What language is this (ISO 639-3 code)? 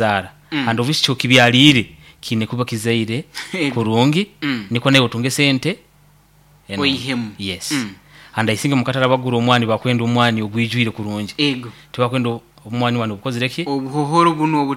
nyo